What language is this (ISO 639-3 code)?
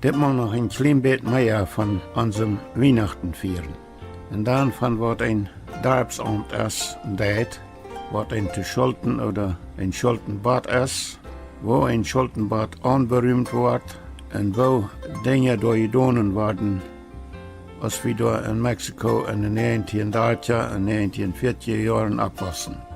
pdt